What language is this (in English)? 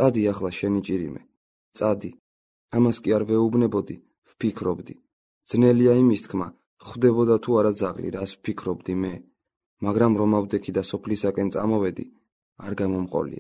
Georgian